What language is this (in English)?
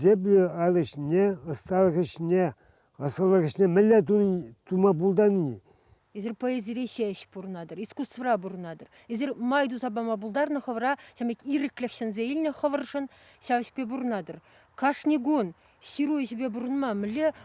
Chuvash